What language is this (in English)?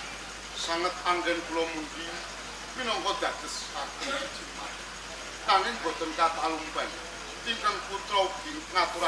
Javanese